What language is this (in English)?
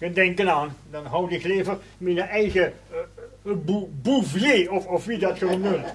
Limburgish